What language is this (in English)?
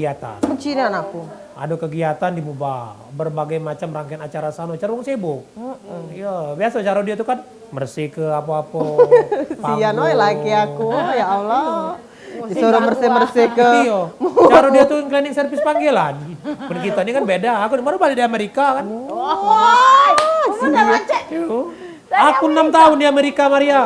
Musi